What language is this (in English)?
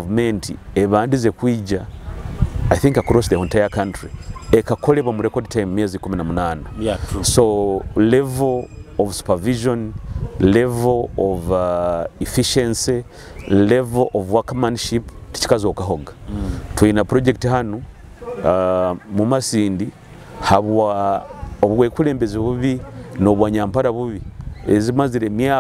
Nyoro